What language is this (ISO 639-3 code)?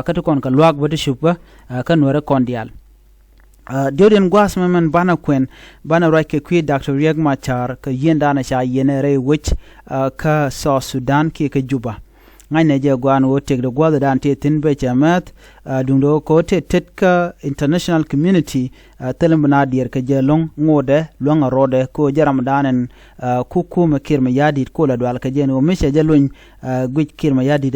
nus